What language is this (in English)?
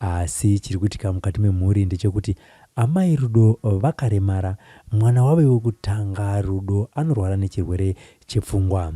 Shona